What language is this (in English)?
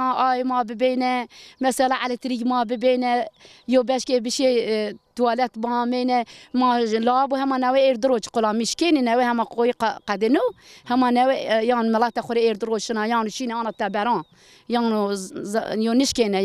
Zaza